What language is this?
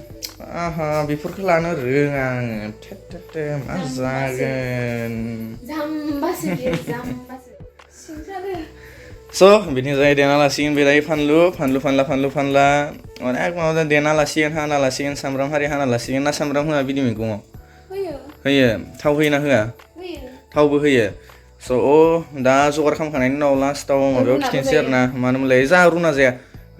Bodo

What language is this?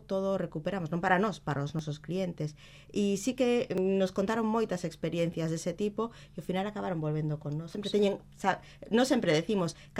Galician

